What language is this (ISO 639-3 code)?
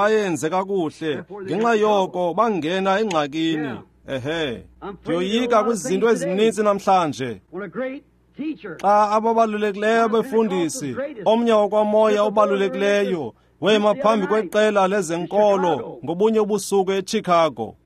xho